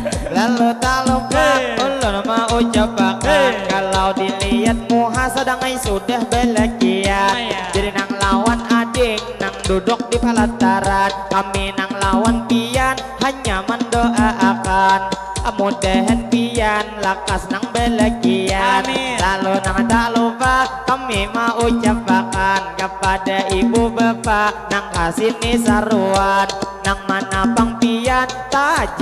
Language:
Banjar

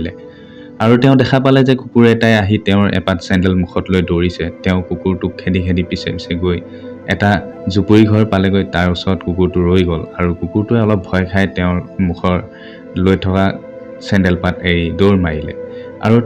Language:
Assamese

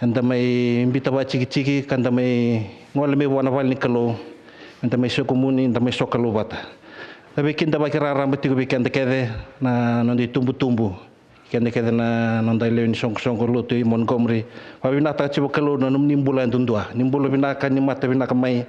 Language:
Fijian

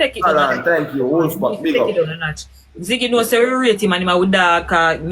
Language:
Jamaican Creole English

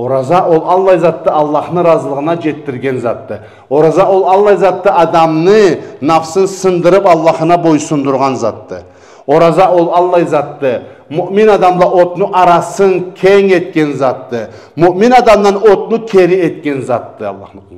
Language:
Karachay-Balkar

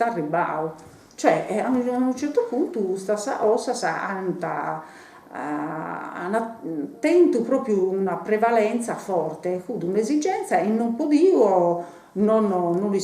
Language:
Sardinian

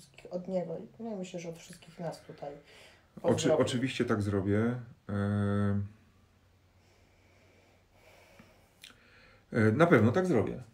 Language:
Polish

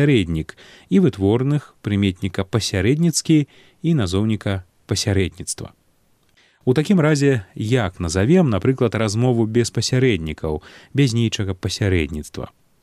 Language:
Belarusian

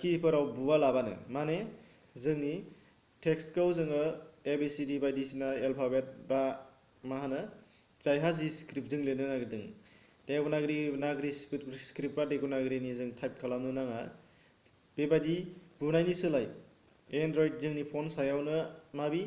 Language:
Bodo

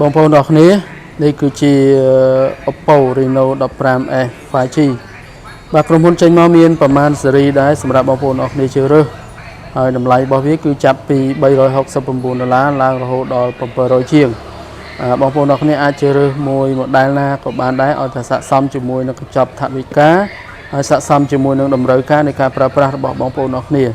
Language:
Khmer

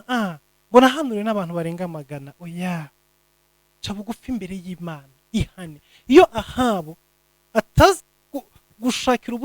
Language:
Kinyarwanda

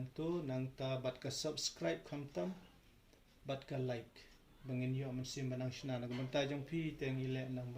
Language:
Khasi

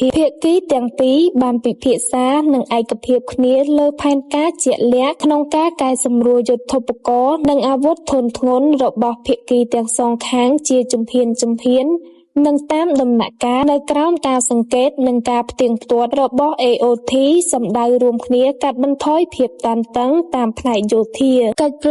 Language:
Khmer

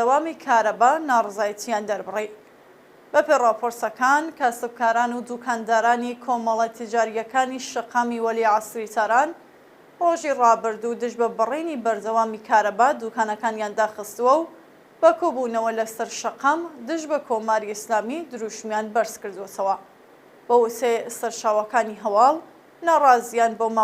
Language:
Central Kurdish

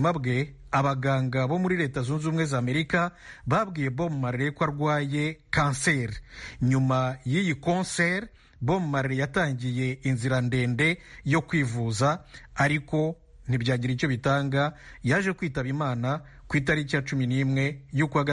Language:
Kinyarwanda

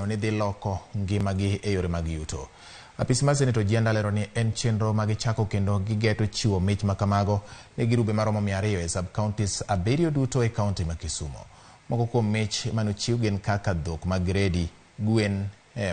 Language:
Luo (Kenya and Tanzania)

